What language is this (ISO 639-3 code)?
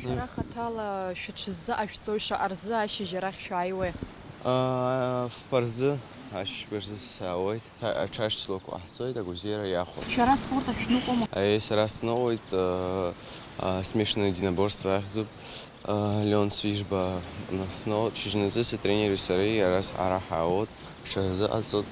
abk